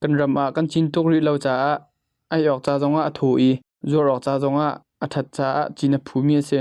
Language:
Hakha Chin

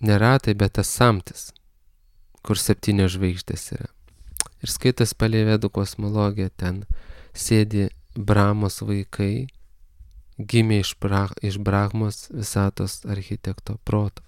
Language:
Lithuanian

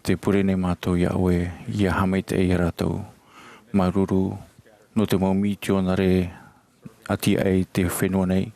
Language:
Tahitian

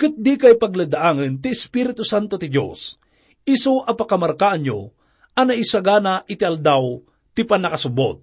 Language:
Iloko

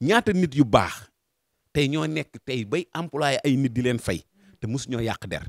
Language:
Wolof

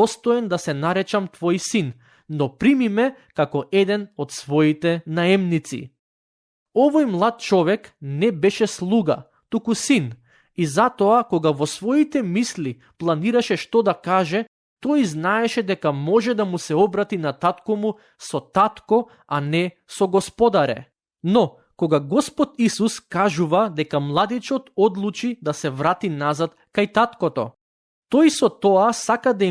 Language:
Macedonian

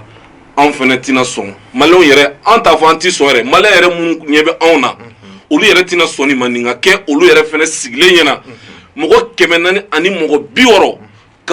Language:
Bambara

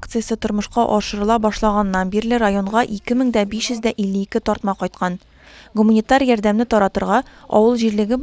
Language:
Tatar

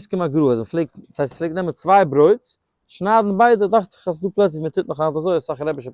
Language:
Yiddish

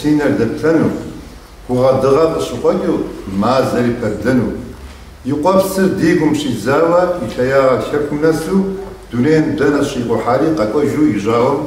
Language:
Kabardian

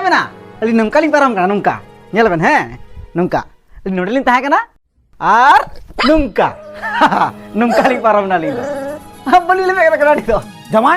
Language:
Santali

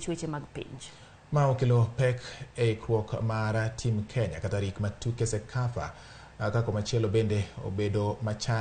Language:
Luo (Kenya and Tanzania)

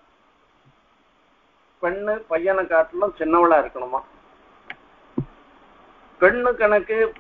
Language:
Tamil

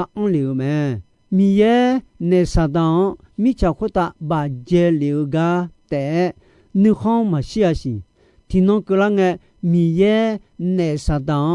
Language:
Akha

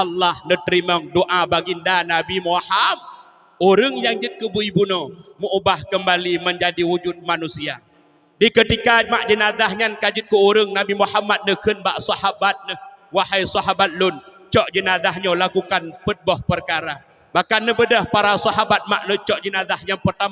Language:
Achinese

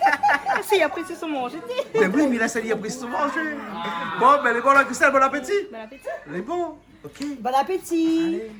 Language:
Réunion Creole French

